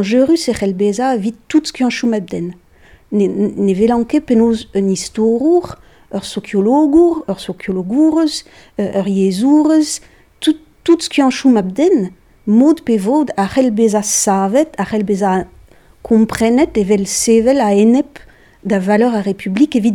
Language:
Breton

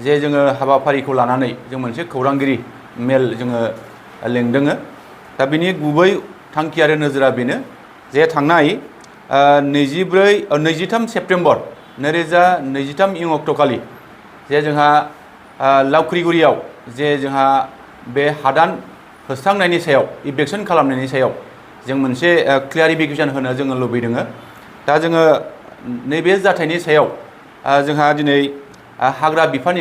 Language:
Bodo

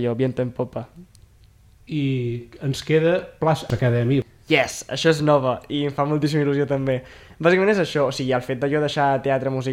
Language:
Catalan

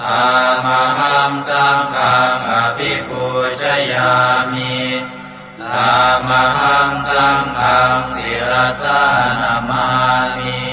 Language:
Pali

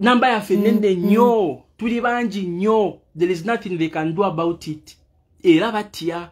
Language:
Ganda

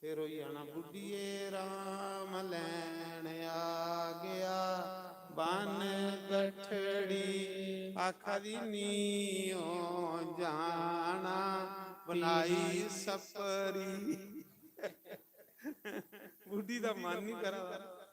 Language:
Dogri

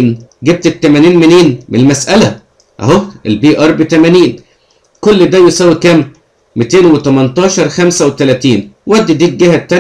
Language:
Egyptian Arabic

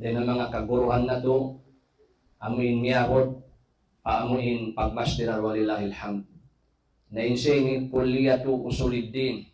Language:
Tausug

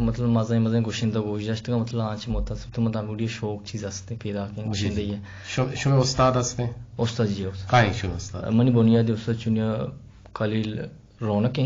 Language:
Eastern Balochi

